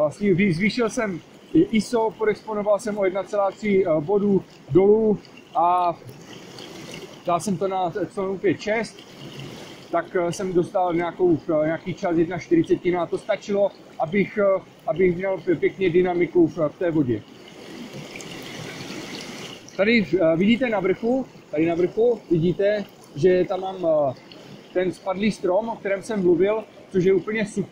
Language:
Czech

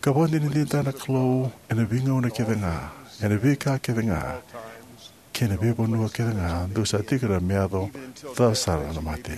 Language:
Fijian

